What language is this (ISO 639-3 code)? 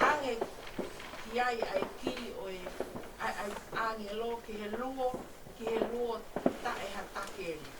ton